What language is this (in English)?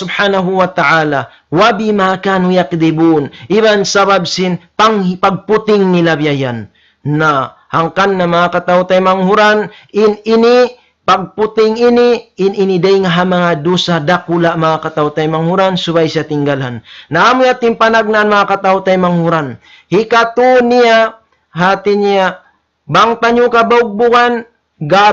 Tausug